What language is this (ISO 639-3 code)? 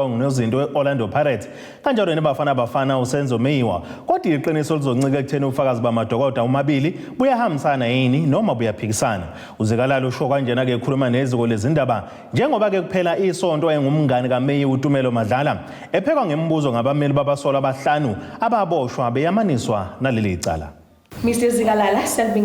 zul